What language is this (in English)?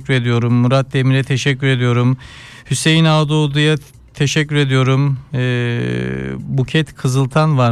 Turkish